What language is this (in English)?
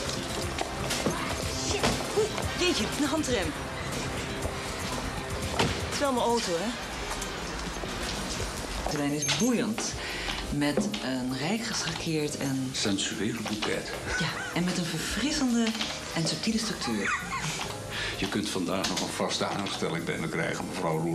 Dutch